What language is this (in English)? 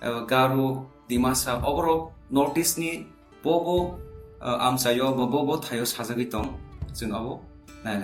Kok Borok